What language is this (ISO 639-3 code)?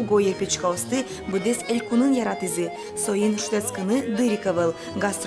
udm